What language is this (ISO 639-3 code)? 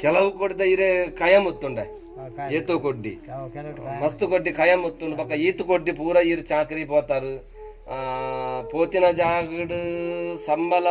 tcy